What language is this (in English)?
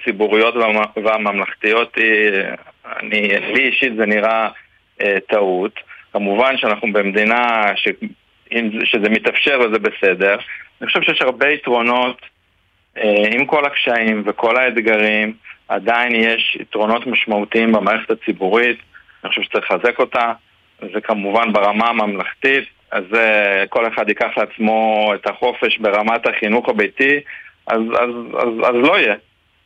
Hebrew